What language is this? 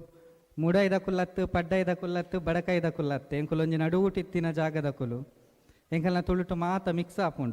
Tulu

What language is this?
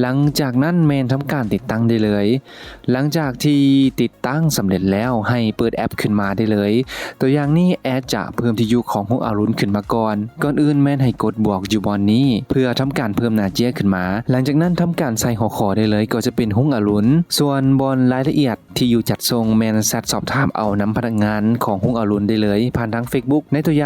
Lao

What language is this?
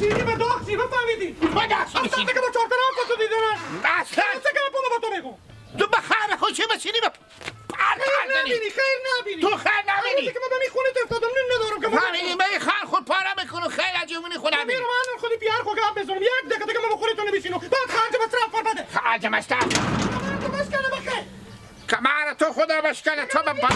Hazaragi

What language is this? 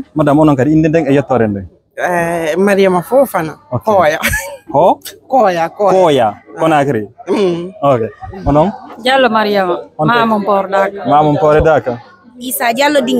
Fula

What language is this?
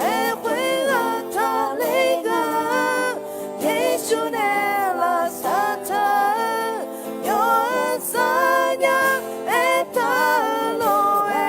Akha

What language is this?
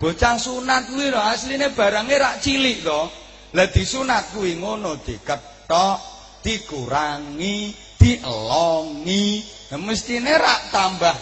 Javanese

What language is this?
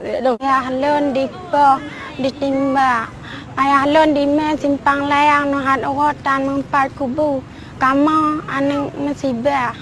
Achinese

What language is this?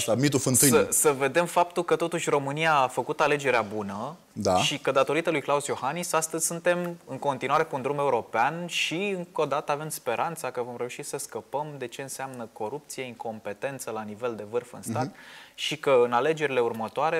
Romanian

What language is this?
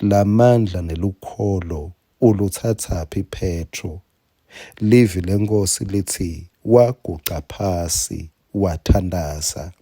Swati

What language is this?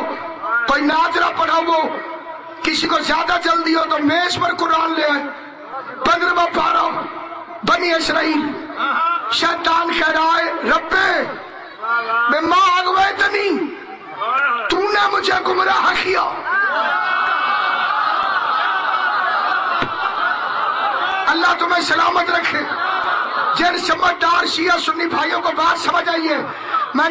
Urdu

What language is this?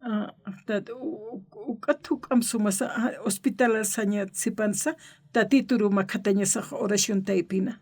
Aymara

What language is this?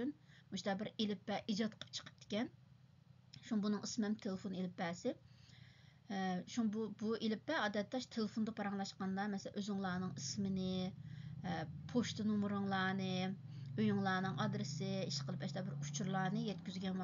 Uyghur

